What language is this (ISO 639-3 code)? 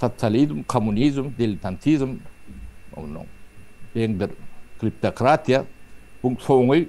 tuk